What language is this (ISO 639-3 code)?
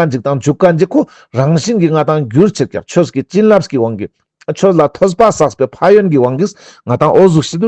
lbj